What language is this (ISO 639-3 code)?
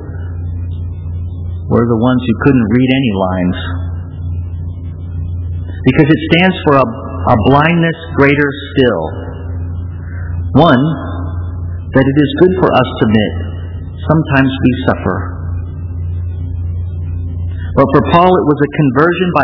eng